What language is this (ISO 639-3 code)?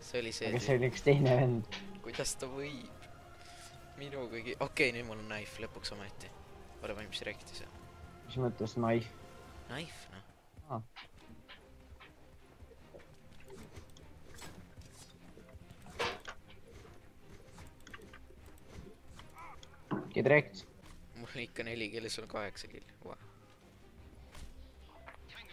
est